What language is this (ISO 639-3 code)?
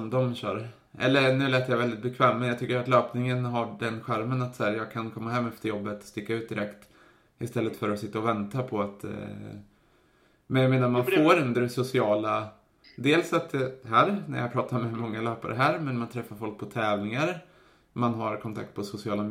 swe